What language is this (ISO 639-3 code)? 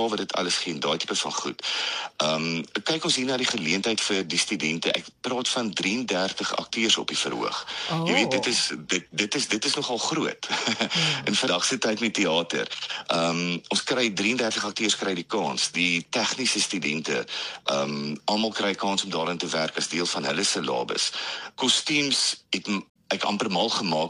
afr